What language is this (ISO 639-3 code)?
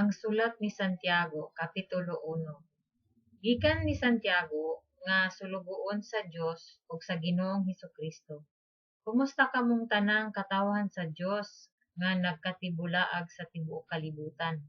ceb